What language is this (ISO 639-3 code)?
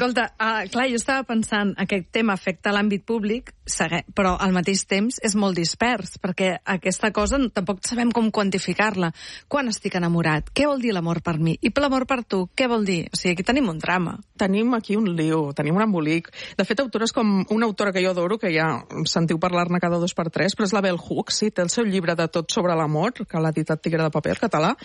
cat